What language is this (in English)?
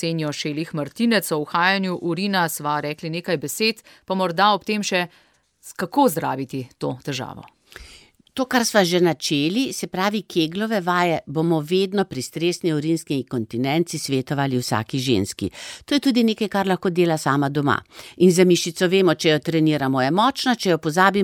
Slovenian